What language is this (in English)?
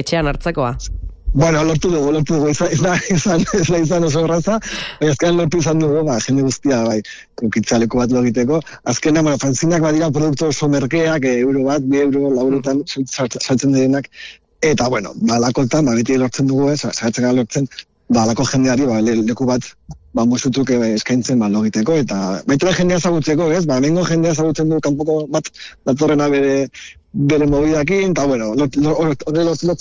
Basque